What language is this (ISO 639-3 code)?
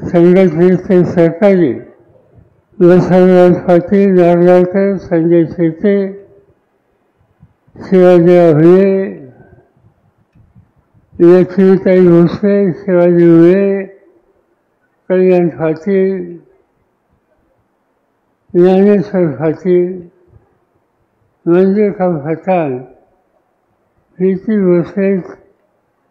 mar